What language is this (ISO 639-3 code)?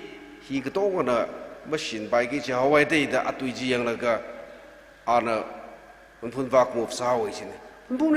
nmf